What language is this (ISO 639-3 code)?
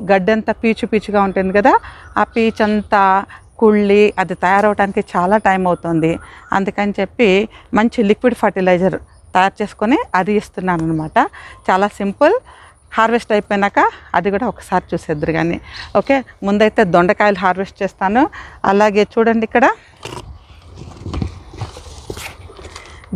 tel